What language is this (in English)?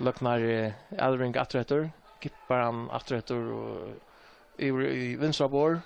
Faroese